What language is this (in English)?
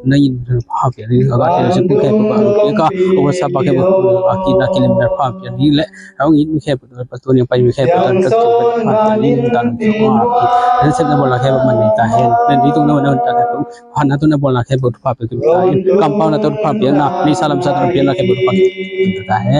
Tedim Chin